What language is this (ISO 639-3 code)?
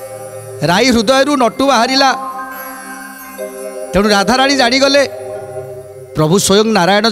ori